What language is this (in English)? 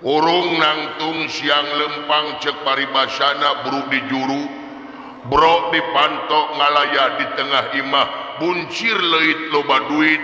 Sundanese